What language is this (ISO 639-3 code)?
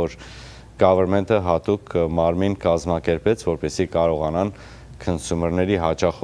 hye